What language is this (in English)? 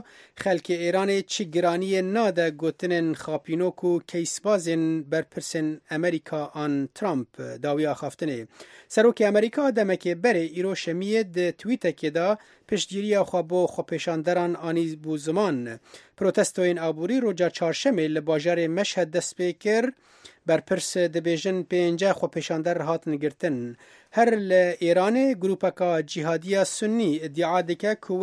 Kurdish